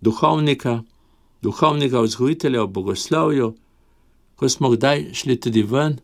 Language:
Slovenian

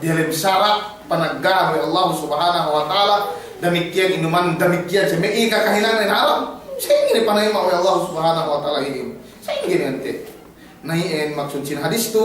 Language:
Yakan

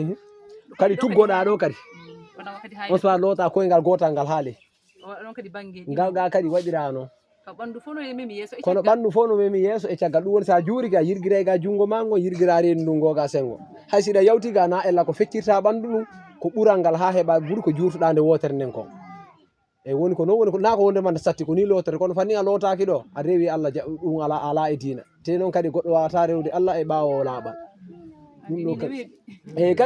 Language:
Fula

